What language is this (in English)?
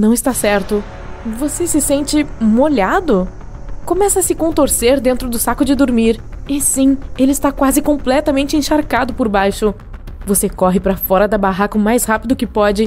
Portuguese